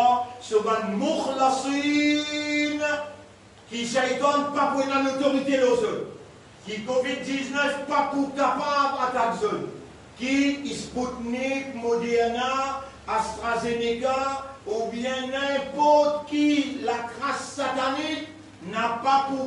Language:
Morisyen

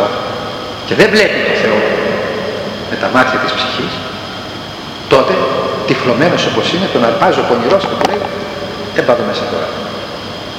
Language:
Greek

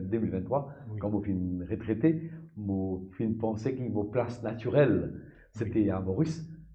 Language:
Morisyen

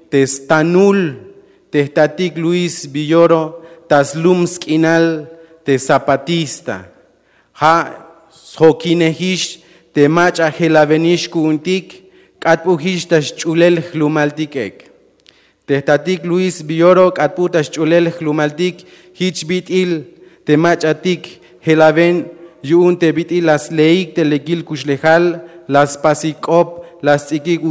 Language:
Tzeltal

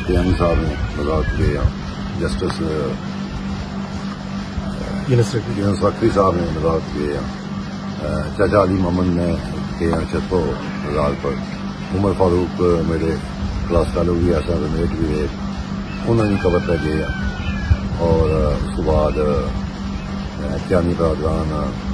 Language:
Urdu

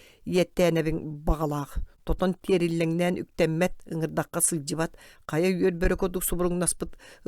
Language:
Yakut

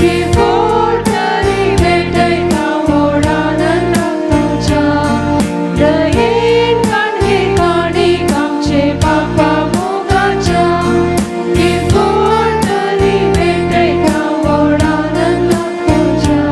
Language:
Konkani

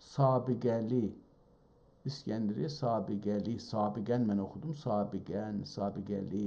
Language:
South Azerbaijani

